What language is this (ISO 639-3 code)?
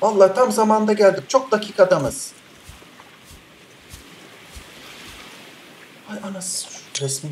tur